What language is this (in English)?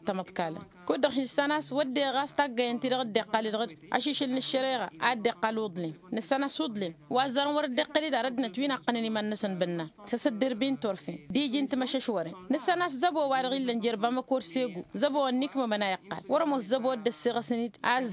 Tamasheq